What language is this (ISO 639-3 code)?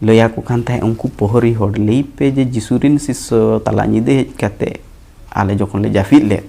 sat